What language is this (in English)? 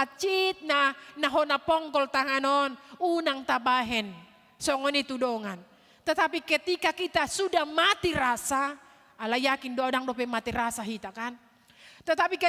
Batak Toba